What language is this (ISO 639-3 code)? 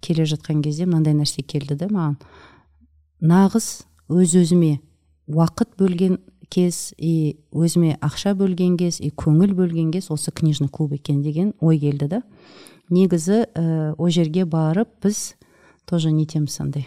kaz